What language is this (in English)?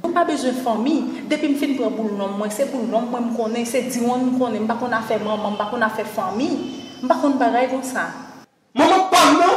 Haitian Creole